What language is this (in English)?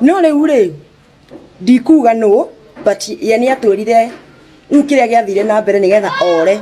Kikuyu